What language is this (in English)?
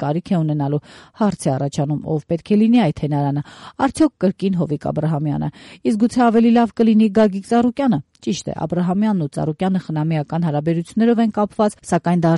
Armenian